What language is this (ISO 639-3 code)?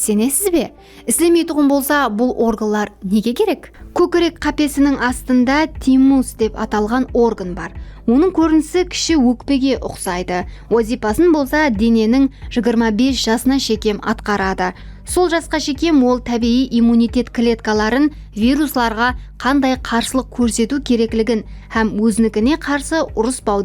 kaa